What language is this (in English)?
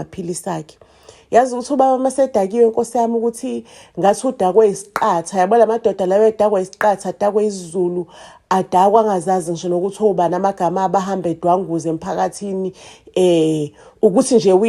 Zulu